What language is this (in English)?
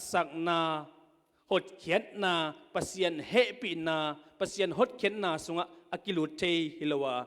Tedim Chin